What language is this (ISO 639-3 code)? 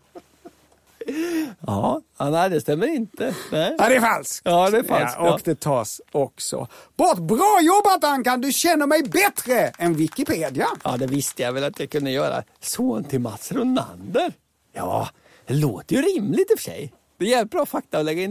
swe